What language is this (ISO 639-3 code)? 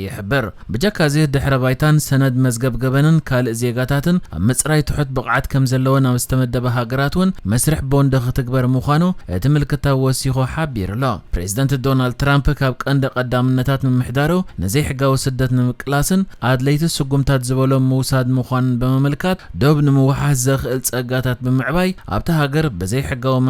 tir